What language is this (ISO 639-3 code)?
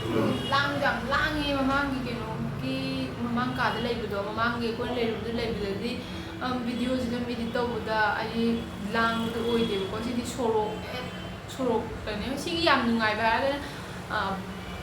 mni